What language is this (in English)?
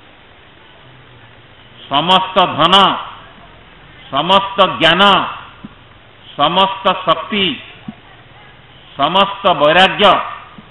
Odia